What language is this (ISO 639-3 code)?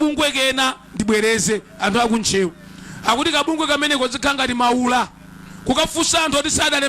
nya